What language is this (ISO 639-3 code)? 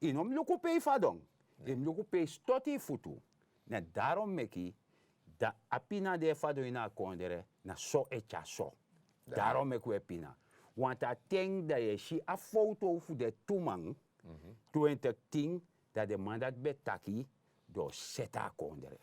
srn